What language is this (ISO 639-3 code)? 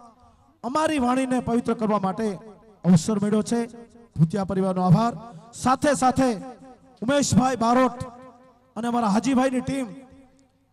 guj